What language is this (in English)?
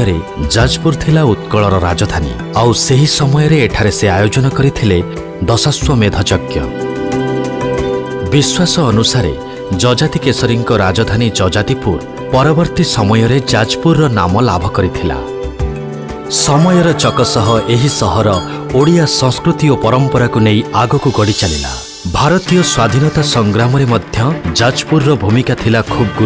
Odia